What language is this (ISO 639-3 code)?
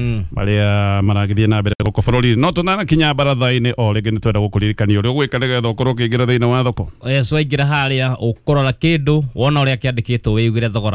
kik